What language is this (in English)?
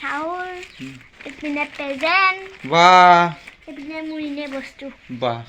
Assamese